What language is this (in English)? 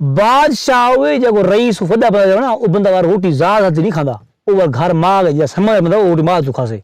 Saraiki